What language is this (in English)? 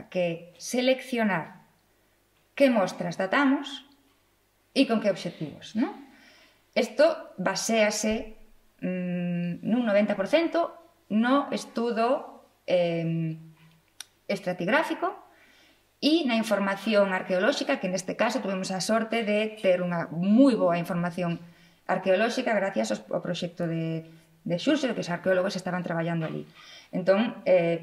Galician